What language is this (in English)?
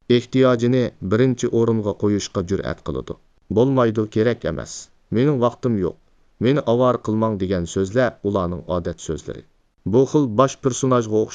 Uyghur